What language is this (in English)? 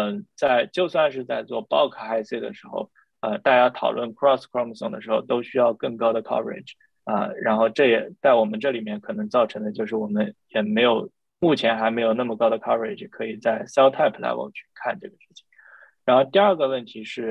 Chinese